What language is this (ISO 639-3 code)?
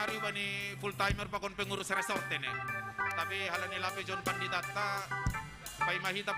bts